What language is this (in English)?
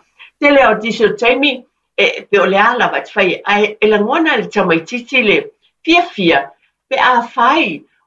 Samoan